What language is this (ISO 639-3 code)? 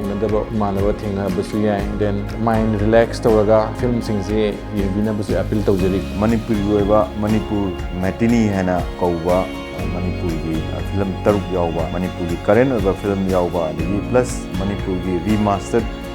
mni